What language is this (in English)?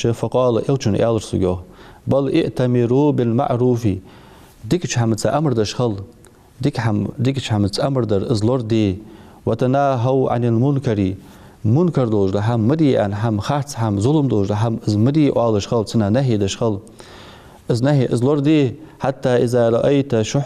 Ingush